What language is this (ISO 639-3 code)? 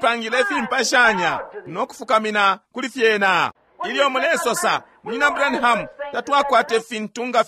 bem